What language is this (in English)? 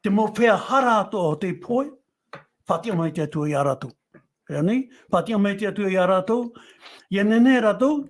Tahitian